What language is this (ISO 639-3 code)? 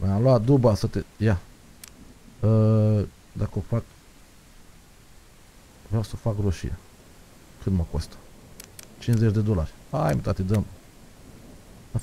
ron